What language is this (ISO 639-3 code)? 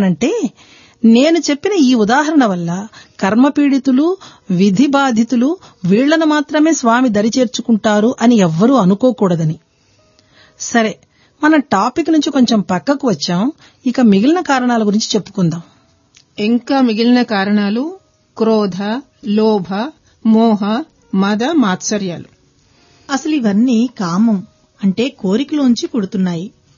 tel